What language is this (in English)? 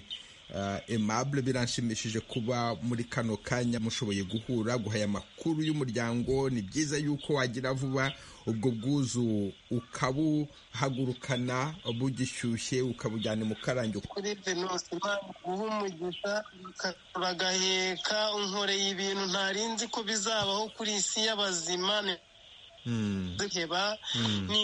Kinyarwanda